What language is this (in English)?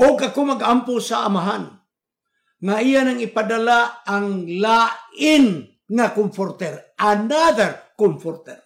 Cebuano